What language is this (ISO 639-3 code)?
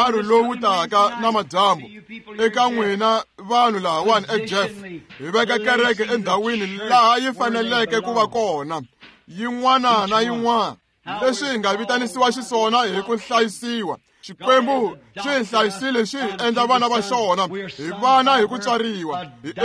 tso